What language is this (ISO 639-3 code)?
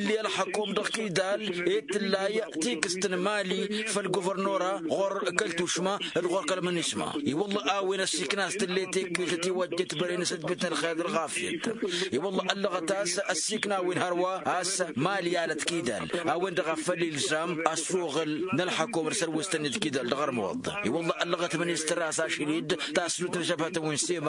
taq